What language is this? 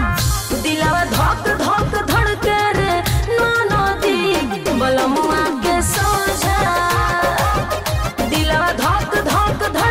Bhojpuri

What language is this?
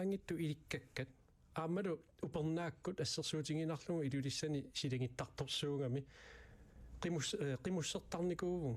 Kalaallisut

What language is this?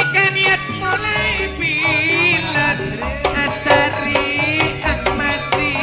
Madurese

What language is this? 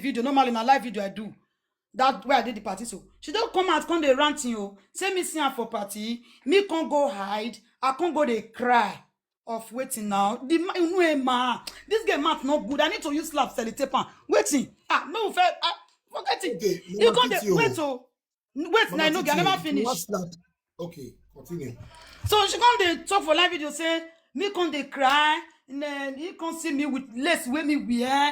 Nigerian Pidgin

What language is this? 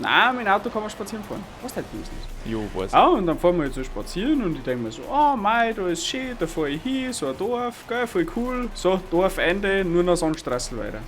Bavarian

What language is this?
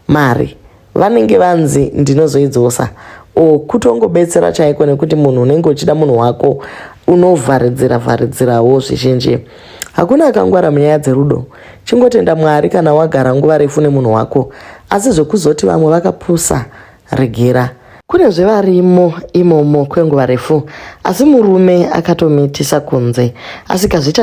Shona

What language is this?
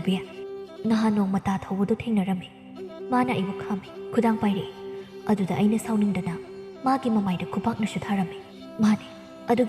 Manipuri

